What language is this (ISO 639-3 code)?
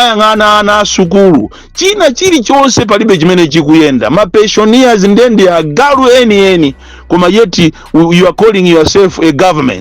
nya